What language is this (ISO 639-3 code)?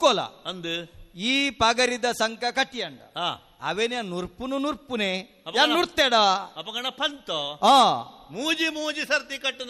tcy